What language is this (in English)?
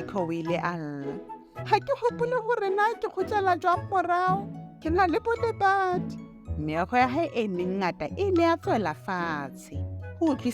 Southern Sotho